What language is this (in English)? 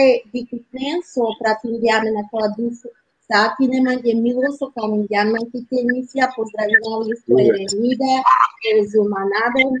Balkan Romani